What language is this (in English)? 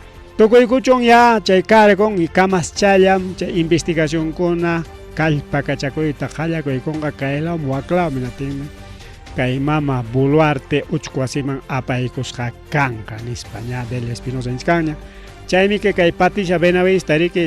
Ayacucho Quechua